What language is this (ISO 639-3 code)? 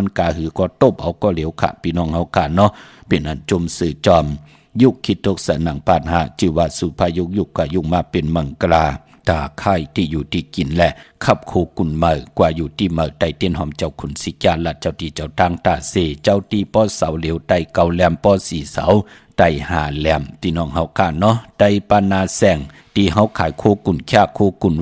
shn